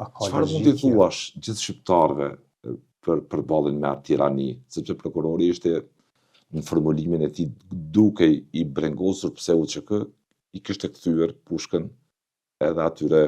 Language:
Albanian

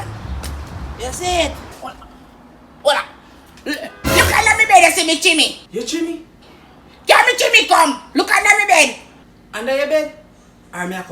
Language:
Jamaican Creole English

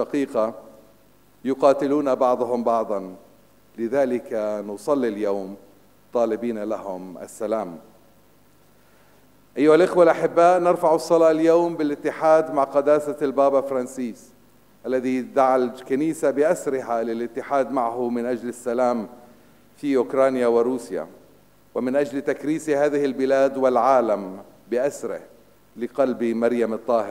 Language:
Arabic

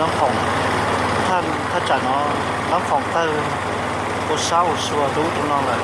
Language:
Hmong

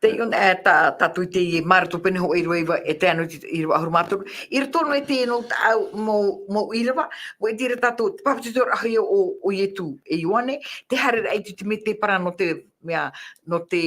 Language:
Tahitian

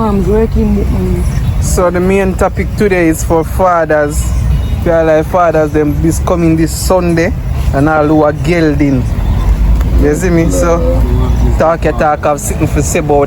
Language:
Jamaican Creole English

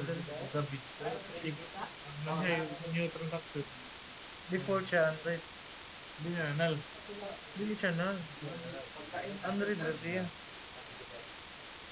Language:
Filipino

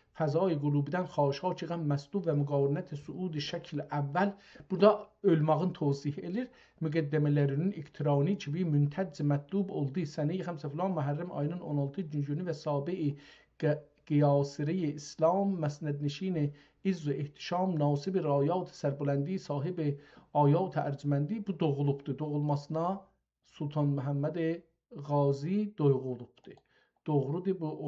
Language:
South Azerbaijani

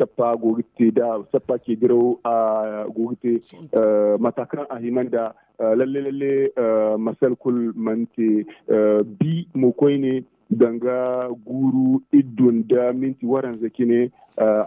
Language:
Zarma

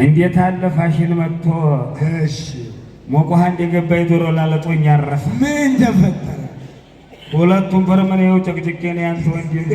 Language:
Amharic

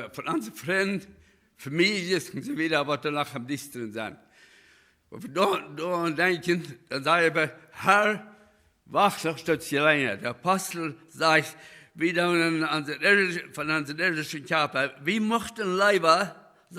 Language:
Plautdietsch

